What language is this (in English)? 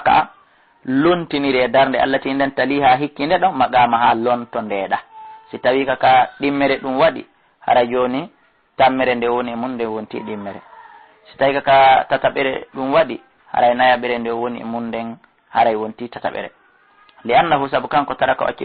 Fula